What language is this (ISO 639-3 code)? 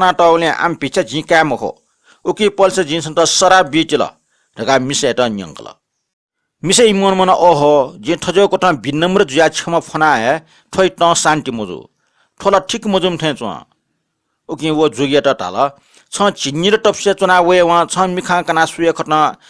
new